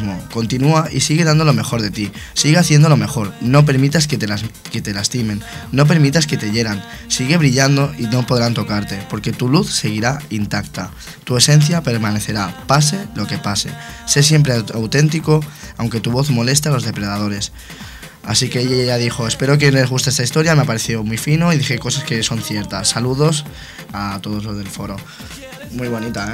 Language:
Spanish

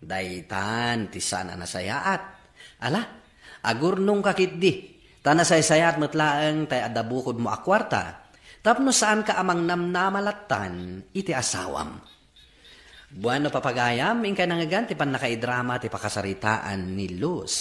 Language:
Iloko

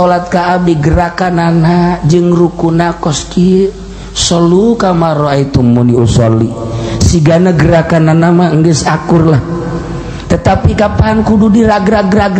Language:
Sundanese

